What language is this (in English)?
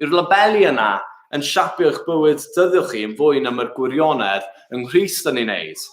Welsh